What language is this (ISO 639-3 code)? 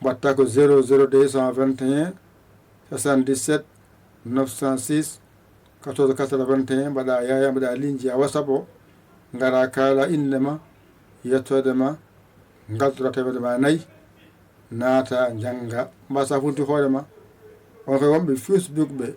ful